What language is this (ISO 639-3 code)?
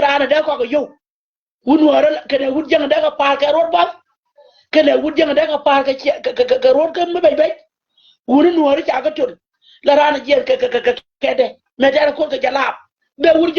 nus